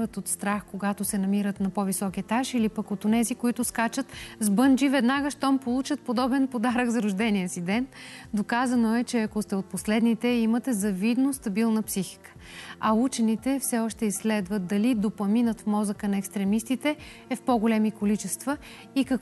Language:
Bulgarian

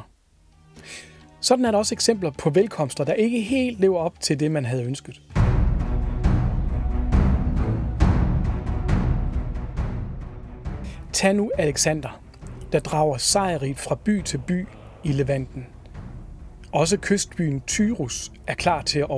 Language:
Danish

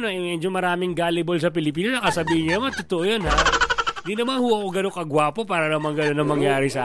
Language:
Filipino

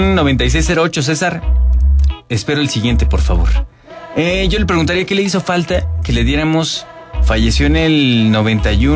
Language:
Spanish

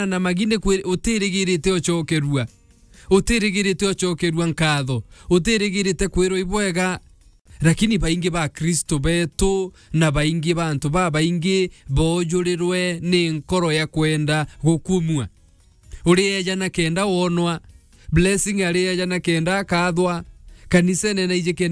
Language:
Meru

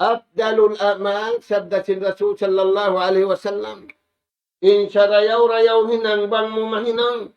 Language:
Tausug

